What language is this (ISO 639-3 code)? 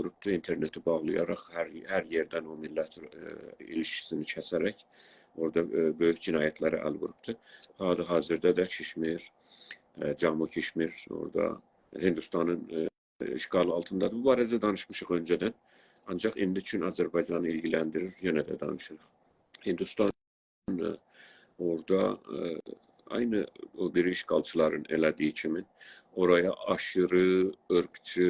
azb